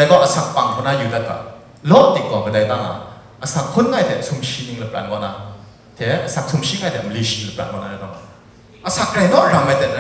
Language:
Kachin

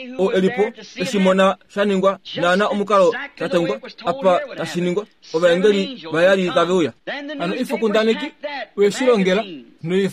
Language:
Kuanyama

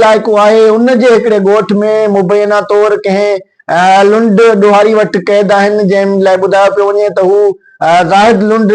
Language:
Sindhi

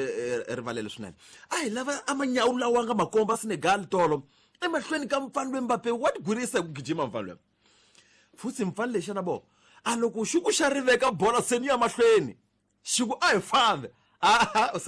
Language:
Tsonga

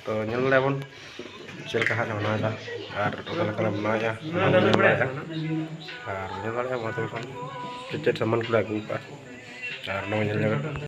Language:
Santali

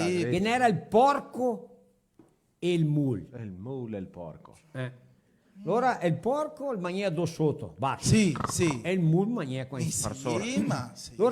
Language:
Venetian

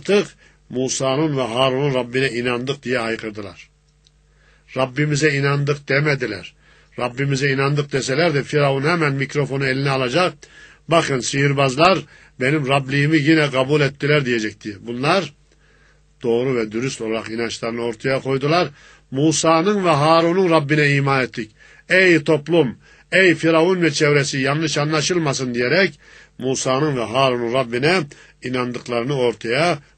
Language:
Turkish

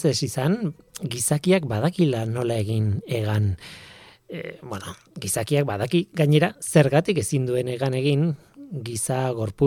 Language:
Basque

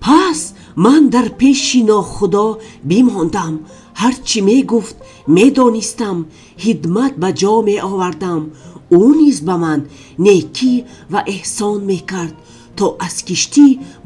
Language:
Tajik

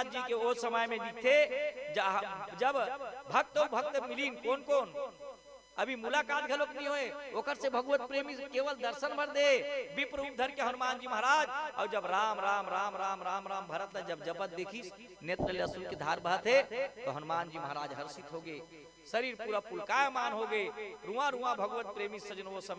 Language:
Chhattisgarhi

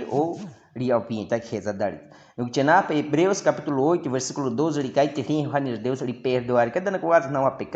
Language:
Baniwa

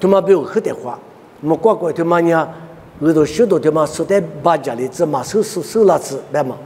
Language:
Lisu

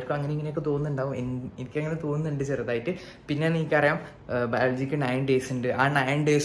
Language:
Malayalam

